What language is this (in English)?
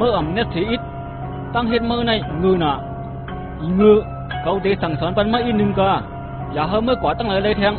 Shan